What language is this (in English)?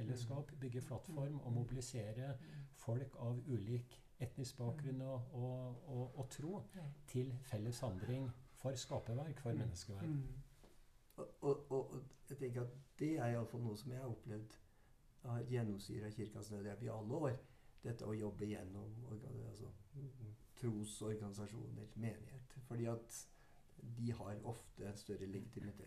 Norwegian